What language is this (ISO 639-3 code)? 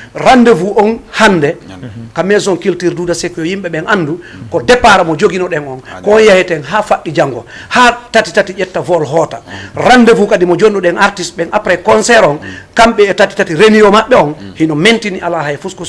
ful